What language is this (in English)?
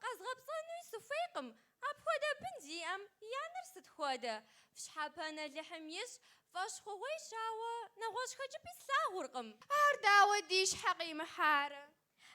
Kabardian